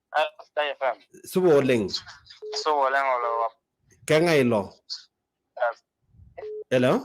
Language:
Masai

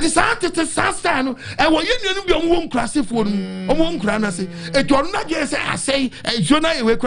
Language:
Akan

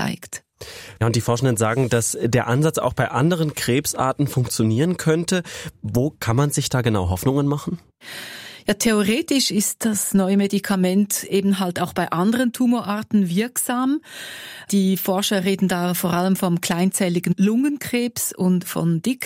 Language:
German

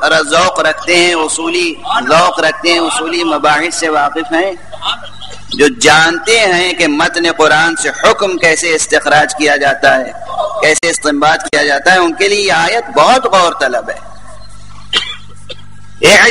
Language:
Urdu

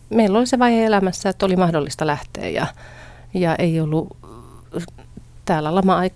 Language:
Finnish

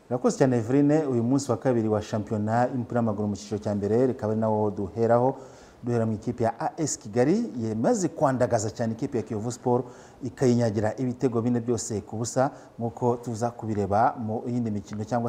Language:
Kinyarwanda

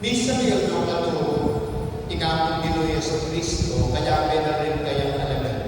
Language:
Pampanga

